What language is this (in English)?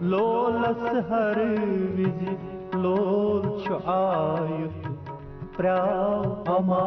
Kashmiri